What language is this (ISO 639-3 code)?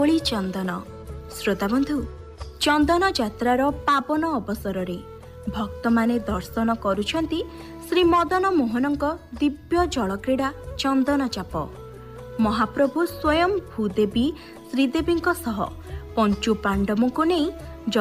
ori